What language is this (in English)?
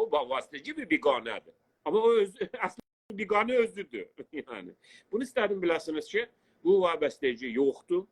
South Azerbaijani